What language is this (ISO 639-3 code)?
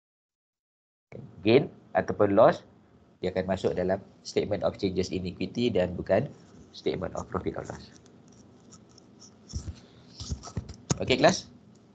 msa